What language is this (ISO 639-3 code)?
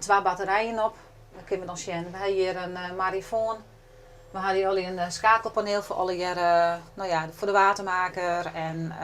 fry